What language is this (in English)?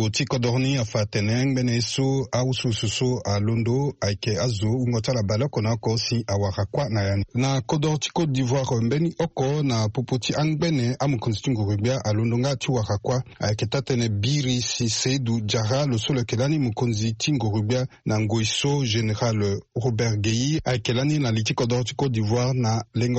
Sango